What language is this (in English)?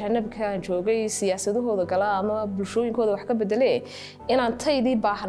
Somali